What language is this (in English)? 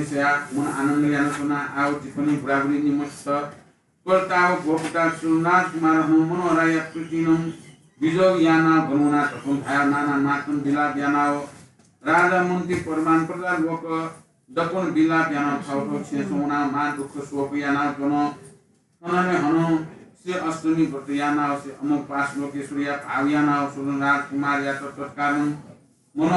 Newari